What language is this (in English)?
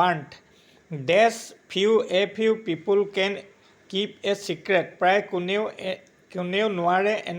Assamese